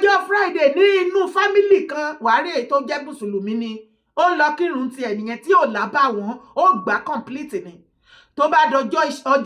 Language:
Yoruba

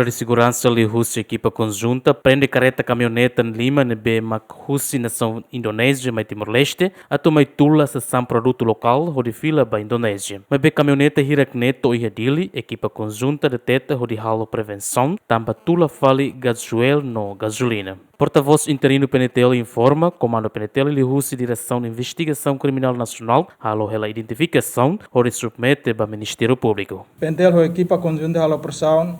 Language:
Tetum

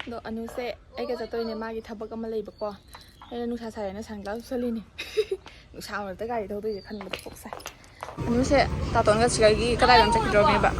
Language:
Manipuri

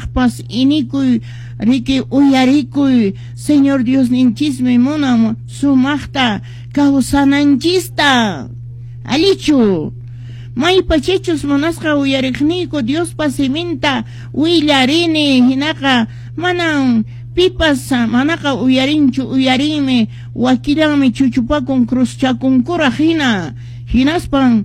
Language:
Quechua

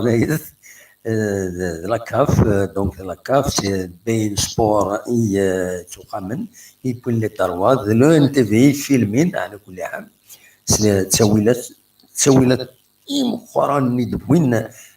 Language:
Kabyle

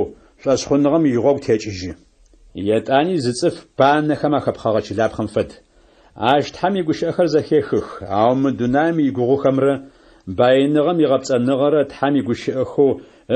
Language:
Adyghe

